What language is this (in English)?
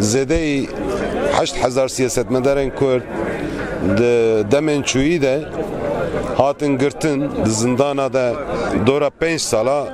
Kurdish